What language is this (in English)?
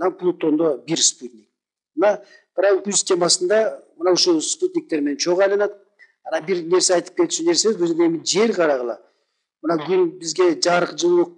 Kyrgyz